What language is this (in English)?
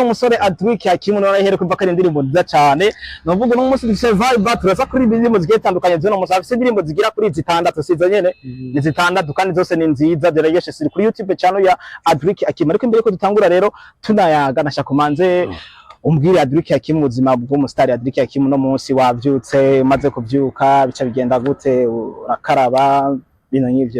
Rundi